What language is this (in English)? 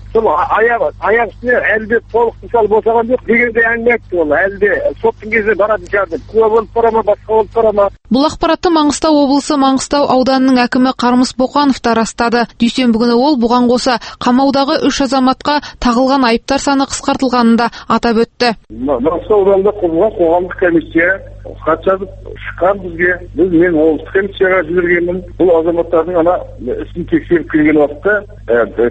Kazakh